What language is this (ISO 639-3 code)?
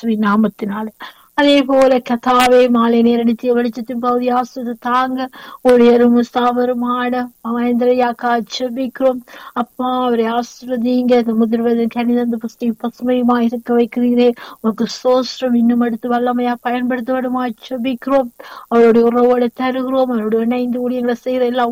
tam